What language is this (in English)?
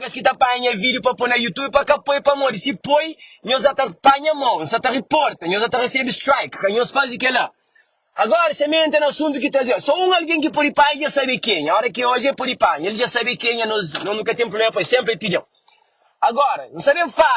Kabuverdianu